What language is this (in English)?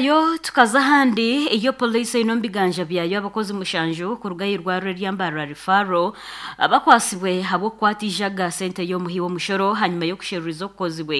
Nyankole